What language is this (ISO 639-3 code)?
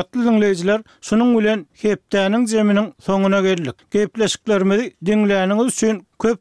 tuk